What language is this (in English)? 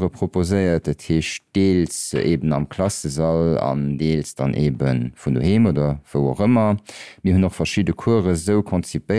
Luxembourgish